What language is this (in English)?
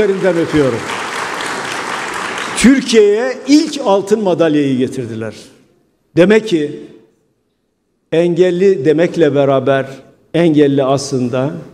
Turkish